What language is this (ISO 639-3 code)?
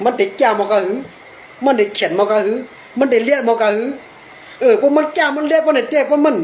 shn